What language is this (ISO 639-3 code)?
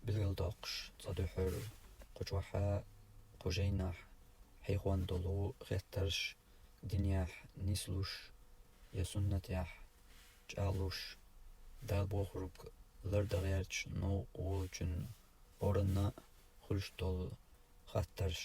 che